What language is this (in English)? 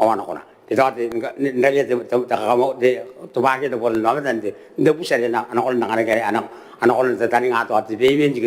Gilbertese